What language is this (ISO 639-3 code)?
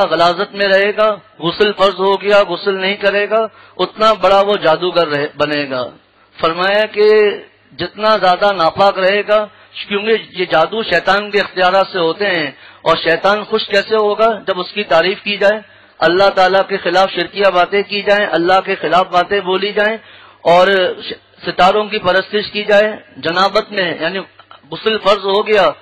urd